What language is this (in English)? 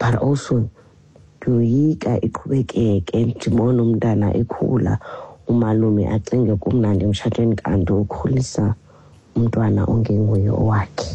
Xhosa